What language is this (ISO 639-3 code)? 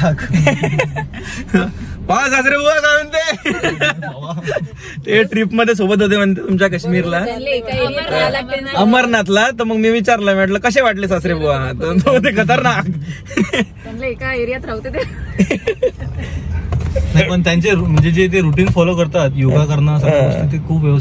mar